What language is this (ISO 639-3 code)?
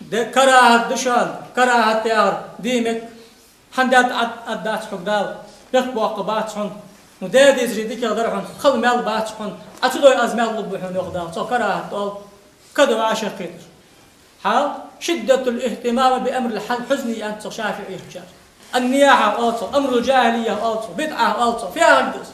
inh